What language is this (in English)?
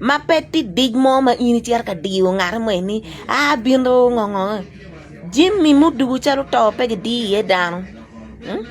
Acoli